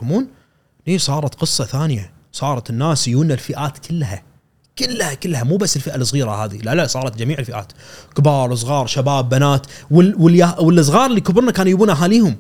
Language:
Gulf Arabic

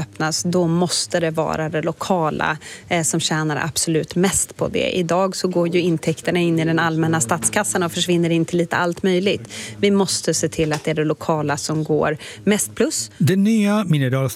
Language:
Swedish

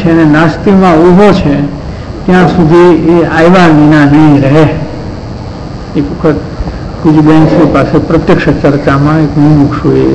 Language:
Gujarati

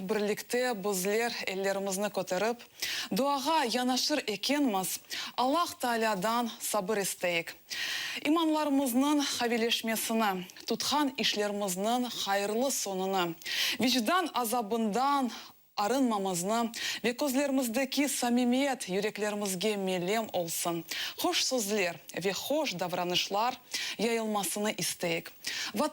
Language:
Crimean Tatar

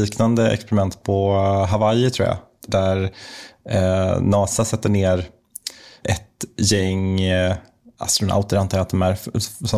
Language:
Swedish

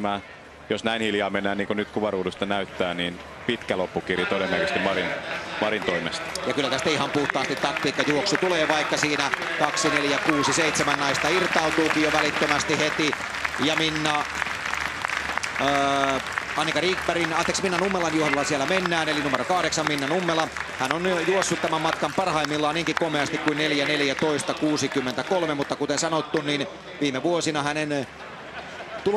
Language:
Finnish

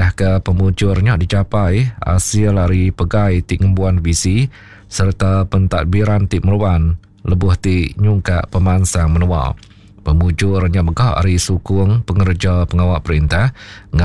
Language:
Iban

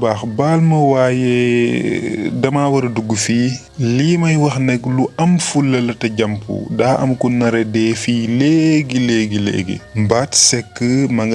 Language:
Wolof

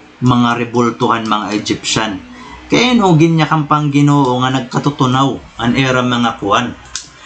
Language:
Waray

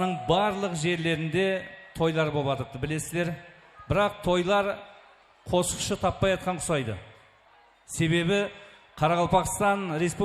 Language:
Kara-Kalpak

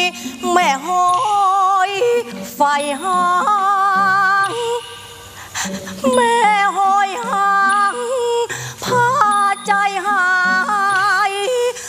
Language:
Thai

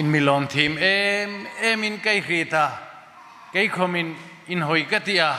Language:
Hmar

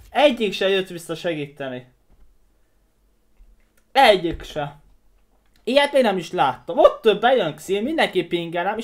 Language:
Hungarian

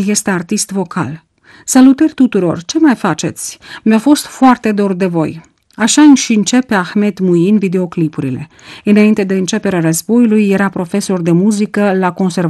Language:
Romanian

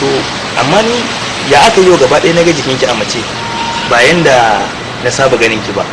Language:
Hausa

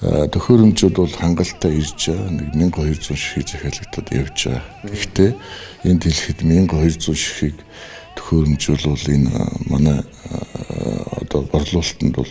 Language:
Mongolian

